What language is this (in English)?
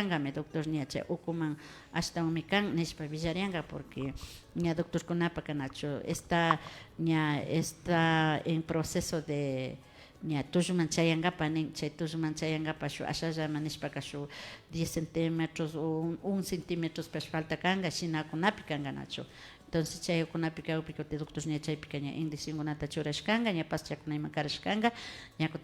Imbabura Highland Quichua